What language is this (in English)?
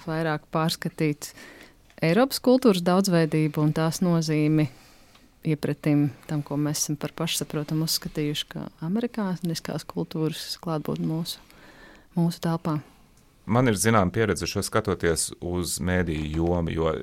Latvian